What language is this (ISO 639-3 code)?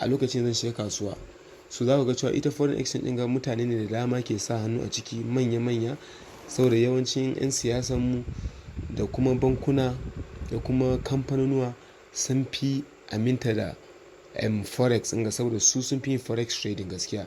hau